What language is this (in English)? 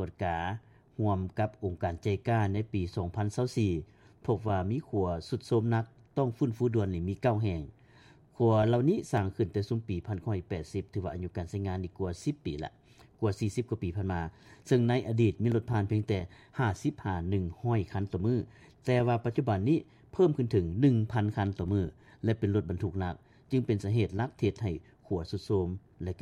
Lao